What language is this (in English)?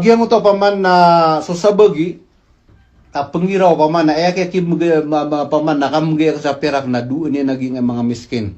Maranao